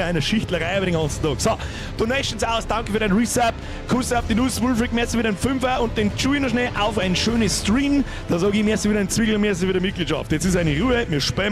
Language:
Bavarian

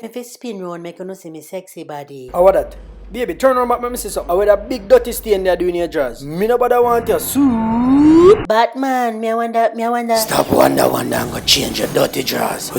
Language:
Jamaican Creole English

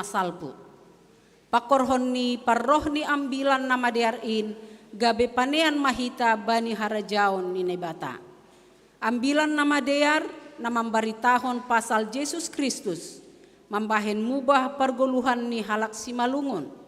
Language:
Batak Simalungun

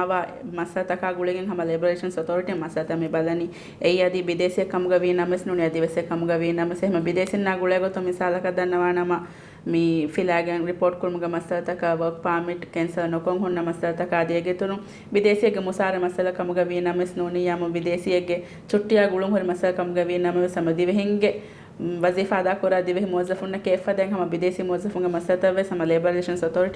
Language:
Divehi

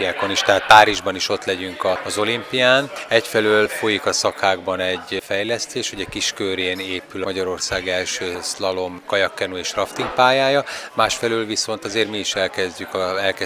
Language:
Hungarian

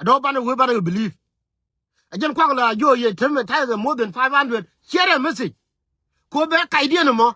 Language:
Nuer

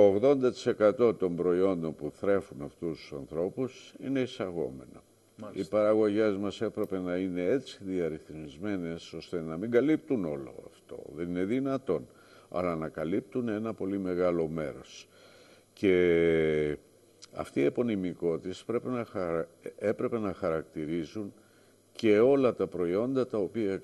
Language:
Greek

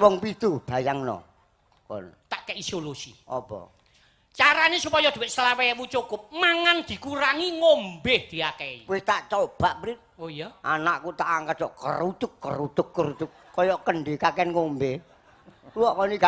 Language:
Javanese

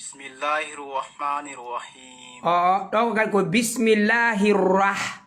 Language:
Fula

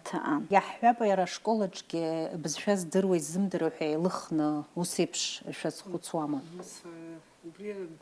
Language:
Abkhazian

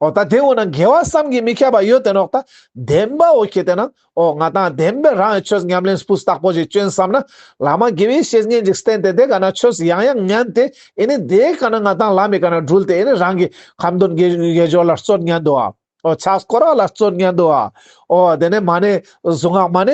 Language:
Ladakhi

